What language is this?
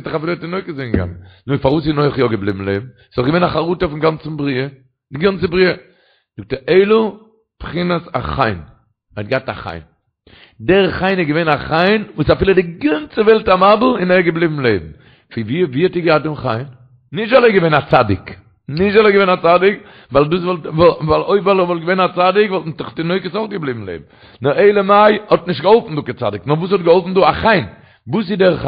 Yiddish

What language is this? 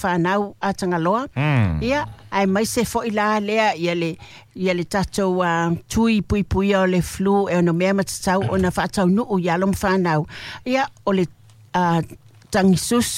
Samoan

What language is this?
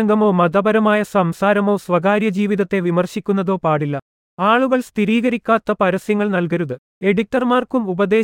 Malayalam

